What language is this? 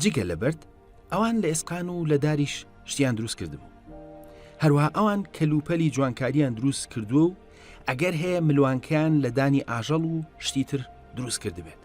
Central Kurdish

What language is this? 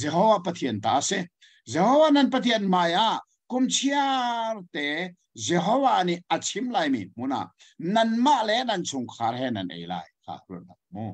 Hakha Chin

